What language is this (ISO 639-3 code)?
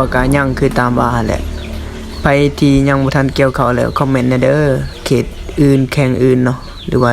lao